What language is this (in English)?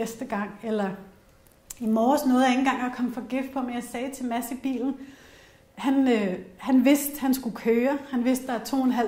Danish